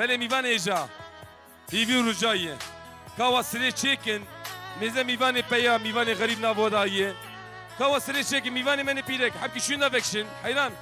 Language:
Kurdish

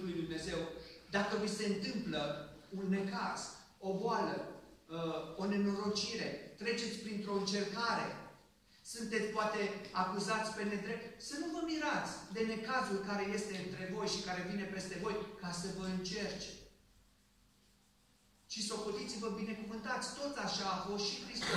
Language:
Romanian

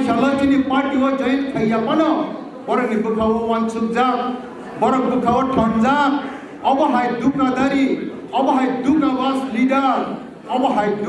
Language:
Kok Borok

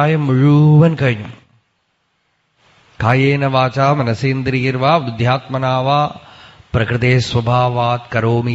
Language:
Malayalam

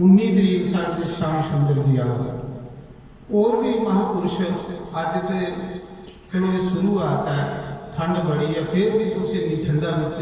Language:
Dogri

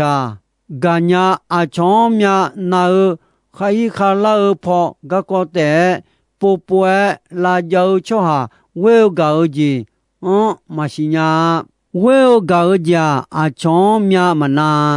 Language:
Akha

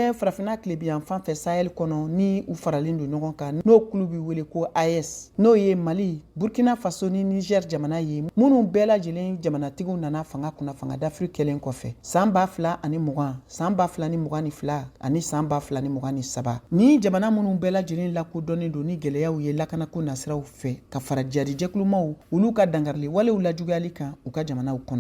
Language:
Bambara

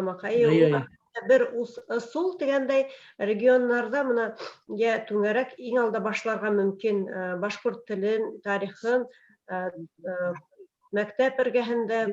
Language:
Bashkir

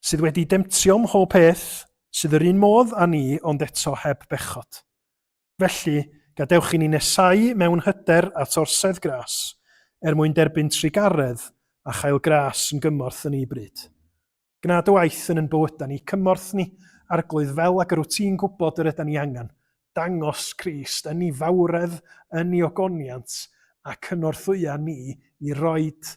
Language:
Welsh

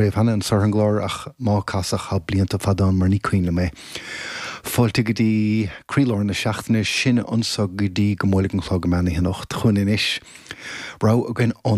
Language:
Irish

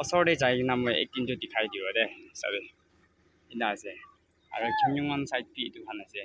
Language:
Naga Pidgin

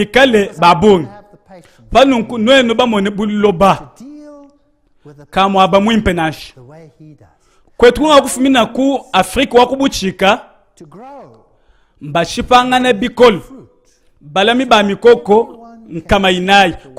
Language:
Luba-Lulua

